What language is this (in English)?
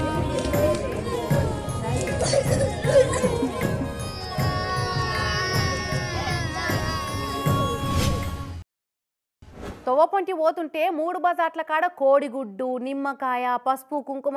Telugu